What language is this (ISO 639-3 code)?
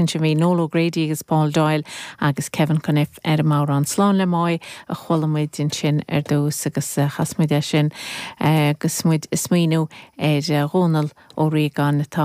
gle